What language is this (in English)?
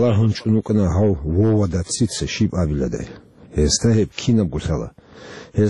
Avaric